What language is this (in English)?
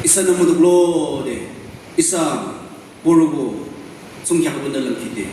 Naga Pidgin